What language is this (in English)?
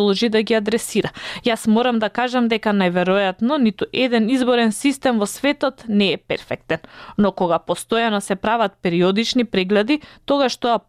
Macedonian